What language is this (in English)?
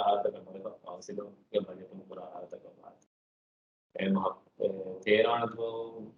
Divehi